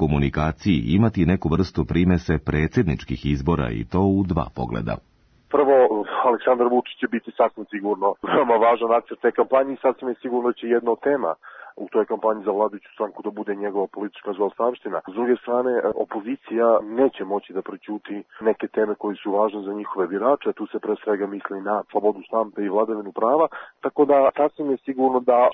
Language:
Serbian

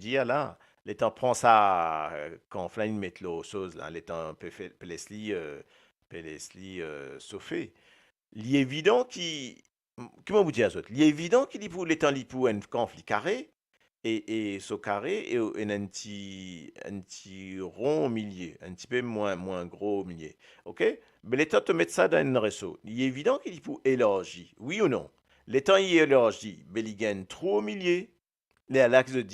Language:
Morisyen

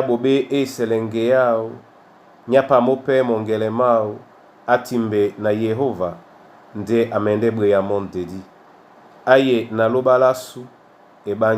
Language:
Duala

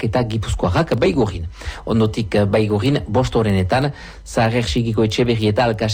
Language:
Basque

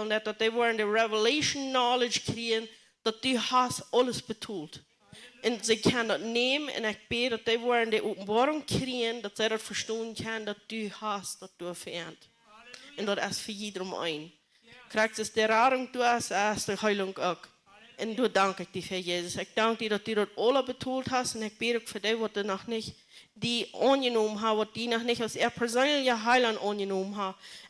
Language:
Plautdietsch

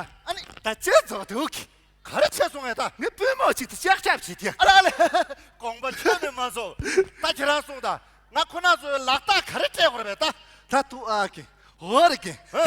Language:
Tibetan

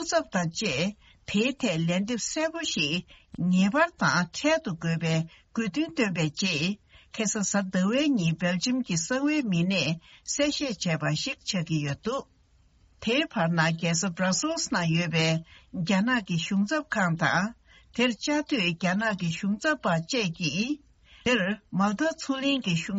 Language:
Tibetan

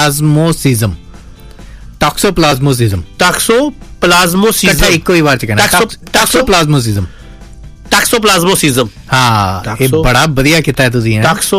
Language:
Punjabi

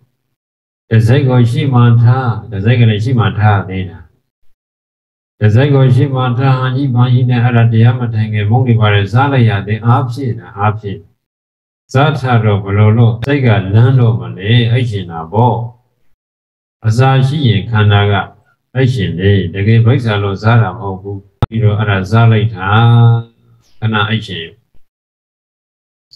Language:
Burmese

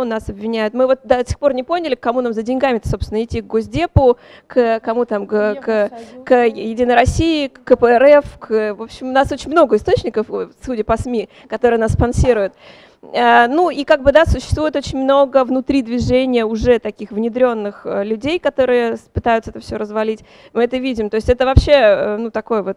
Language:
Russian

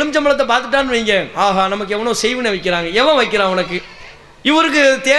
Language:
Tamil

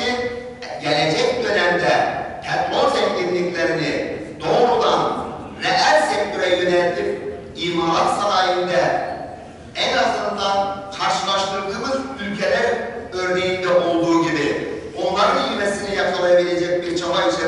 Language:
Turkish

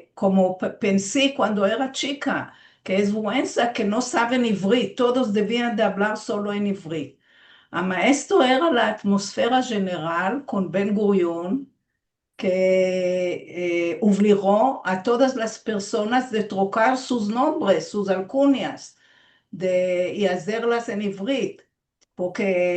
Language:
Ladino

